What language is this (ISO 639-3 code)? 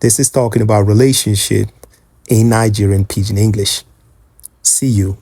pcm